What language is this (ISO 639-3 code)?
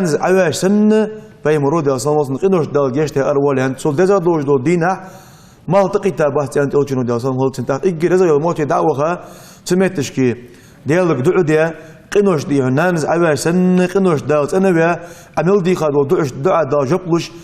inh